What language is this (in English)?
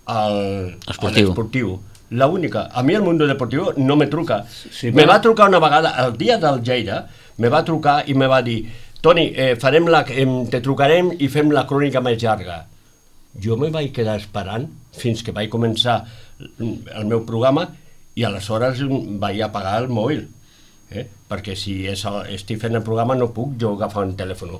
Catalan